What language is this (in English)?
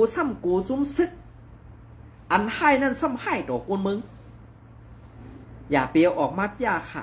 Shan